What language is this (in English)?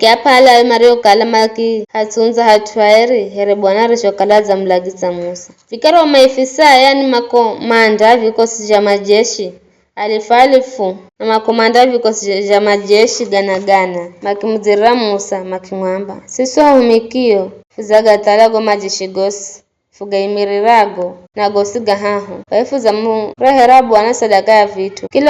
Giryama